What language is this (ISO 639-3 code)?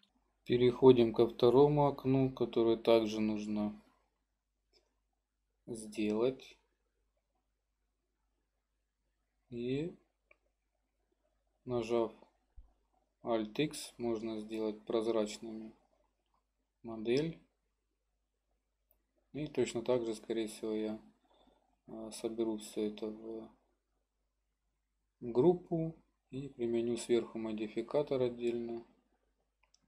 rus